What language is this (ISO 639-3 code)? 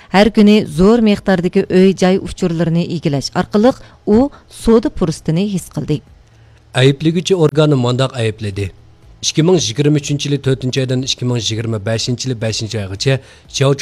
uig